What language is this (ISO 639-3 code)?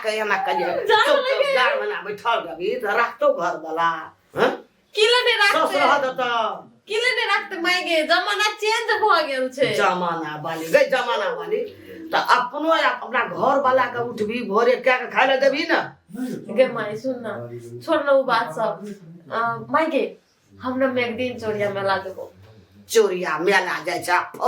mai